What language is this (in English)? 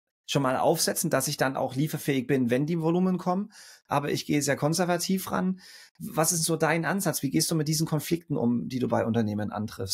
German